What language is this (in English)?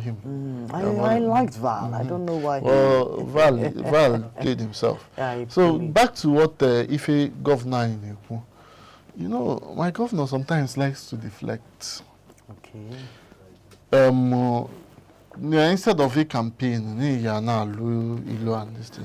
Igbo